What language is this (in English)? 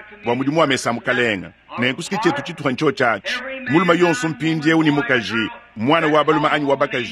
Luba-Lulua